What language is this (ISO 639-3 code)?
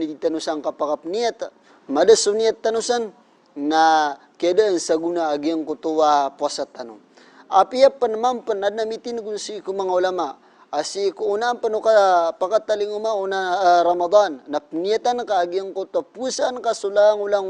mrw